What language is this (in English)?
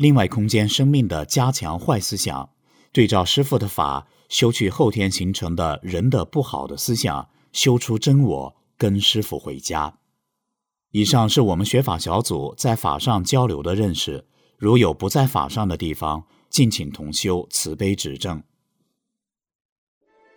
Chinese